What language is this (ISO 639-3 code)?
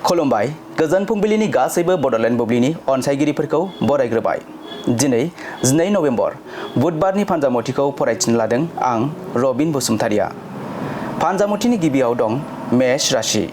brx